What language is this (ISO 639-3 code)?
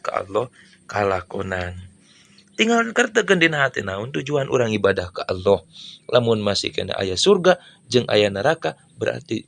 sun